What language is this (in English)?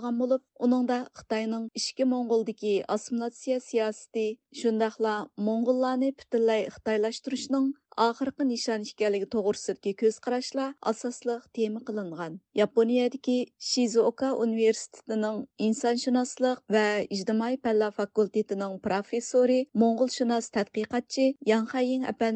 Uyghur